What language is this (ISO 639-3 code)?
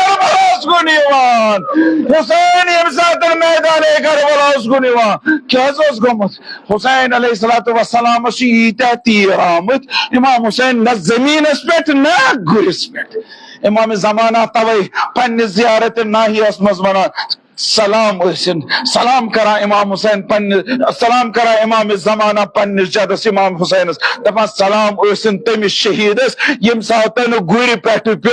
kas